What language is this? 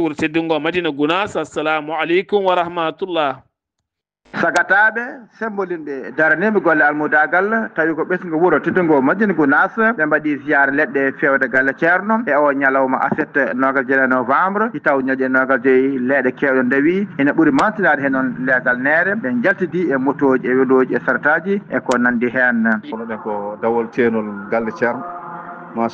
Fula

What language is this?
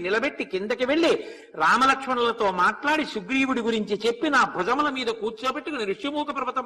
Telugu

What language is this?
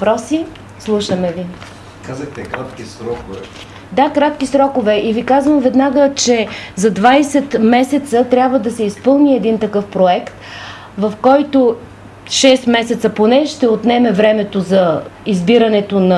Bulgarian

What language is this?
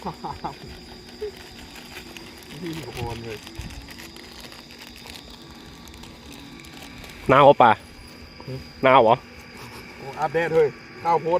Lao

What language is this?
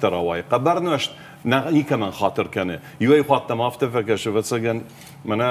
Ossetic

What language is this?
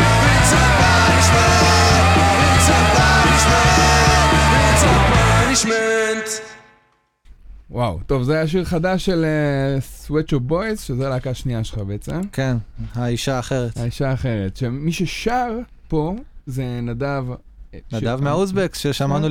Hebrew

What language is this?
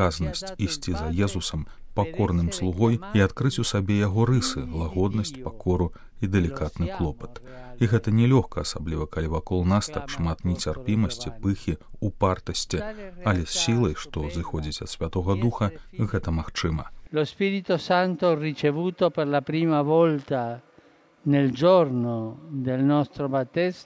Belarusian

